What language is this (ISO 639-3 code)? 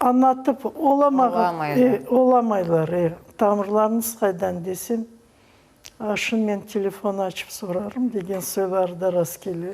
crh